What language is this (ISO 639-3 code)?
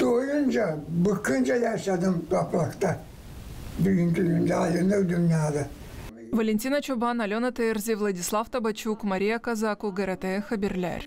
gag